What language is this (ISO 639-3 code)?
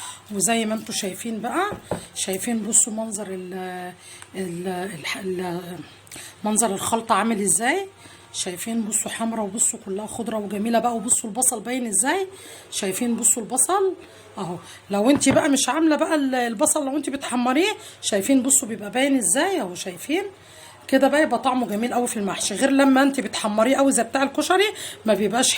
arz